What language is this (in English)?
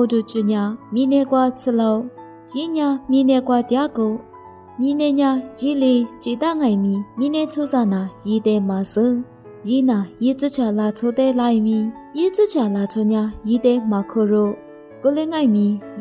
Lisu